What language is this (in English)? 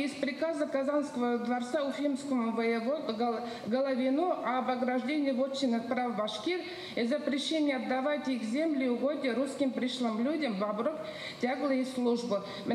Bashkir